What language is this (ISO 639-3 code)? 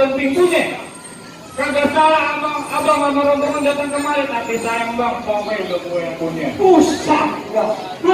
bew